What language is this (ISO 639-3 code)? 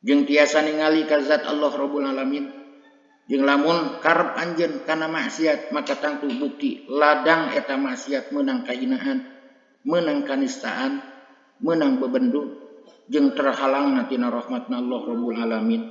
sun